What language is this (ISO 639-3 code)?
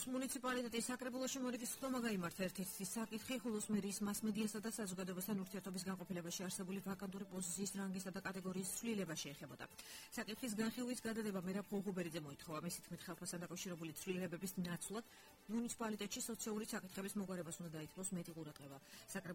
kat